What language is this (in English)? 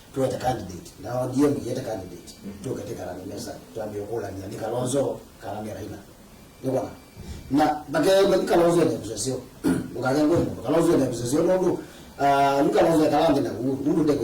Kamba